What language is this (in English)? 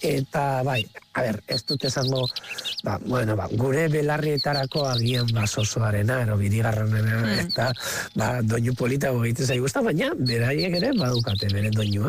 Basque